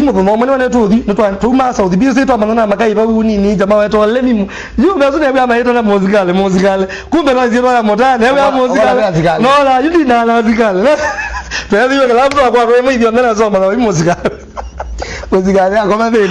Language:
Kamba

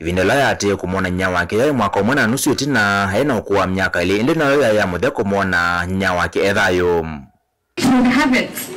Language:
Kamba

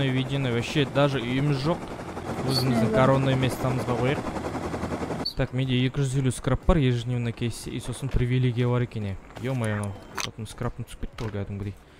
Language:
Kazakh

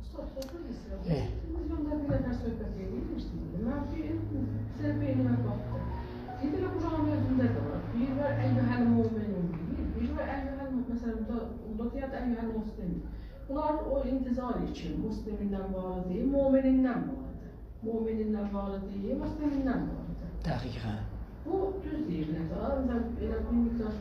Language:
South Azerbaijani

